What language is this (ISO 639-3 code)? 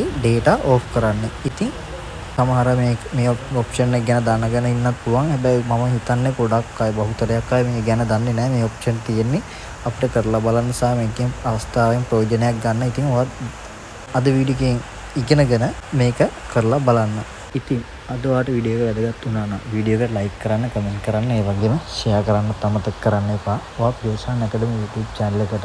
sin